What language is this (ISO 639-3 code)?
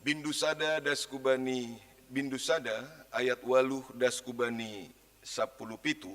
bts